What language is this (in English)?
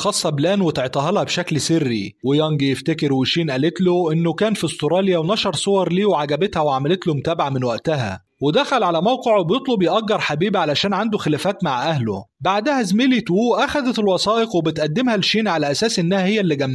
Egyptian Arabic